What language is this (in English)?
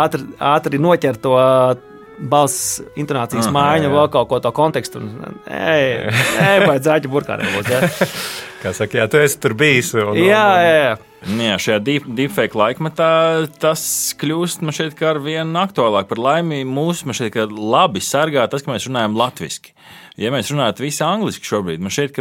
Latvian